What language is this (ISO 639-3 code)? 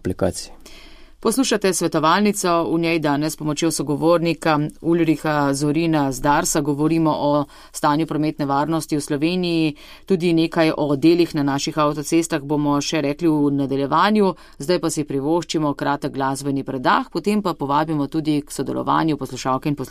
slv